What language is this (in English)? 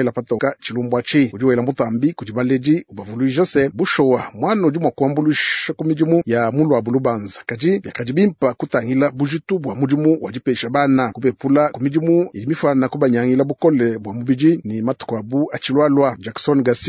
Luba-Lulua